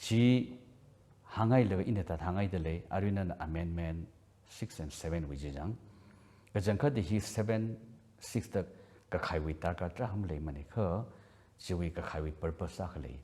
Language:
Tangkhul Naga (India)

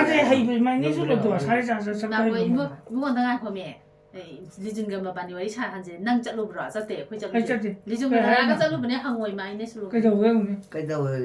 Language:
Manipuri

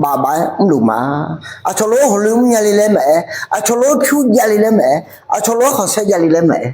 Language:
Akha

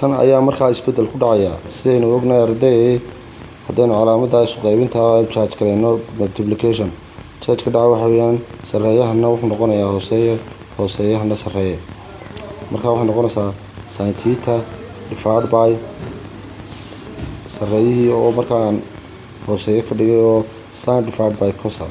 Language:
Somali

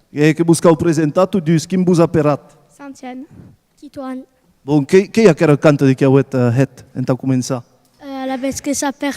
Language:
Occitan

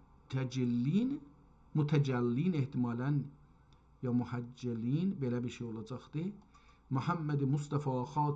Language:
South Azerbaijani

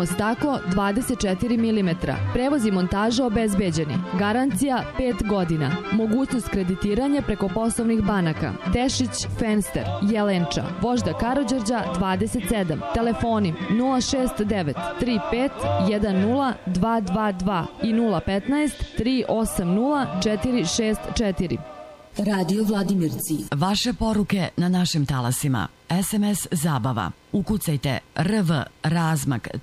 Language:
Serbian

